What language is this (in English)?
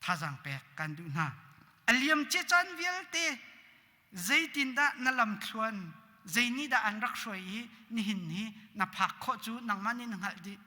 Hakha Chin